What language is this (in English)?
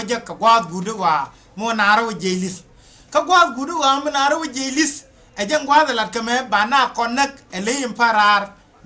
Nuer